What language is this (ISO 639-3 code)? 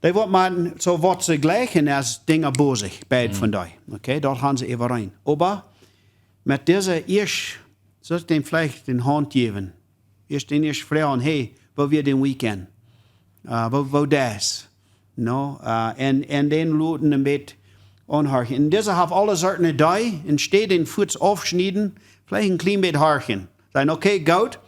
pdt